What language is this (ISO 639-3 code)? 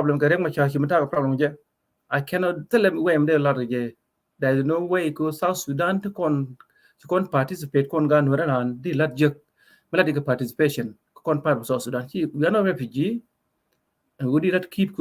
nus